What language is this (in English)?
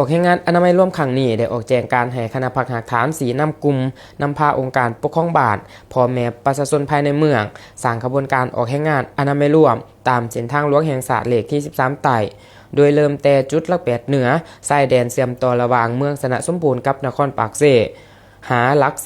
Lao